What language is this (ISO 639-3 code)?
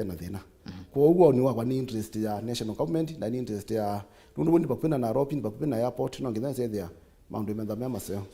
kam